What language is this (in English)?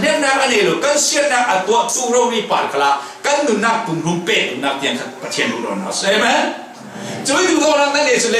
Falam Chin